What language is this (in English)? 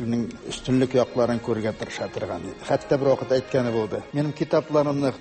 Tatar